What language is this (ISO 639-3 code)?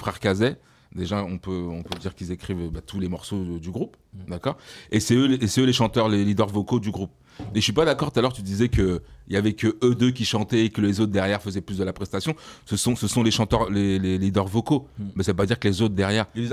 fra